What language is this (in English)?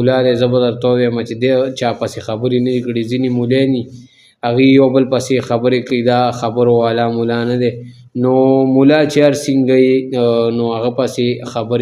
Pashto